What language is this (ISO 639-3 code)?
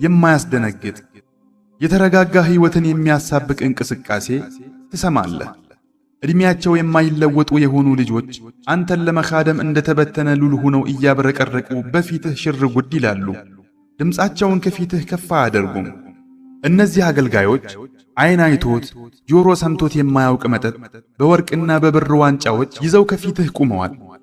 amh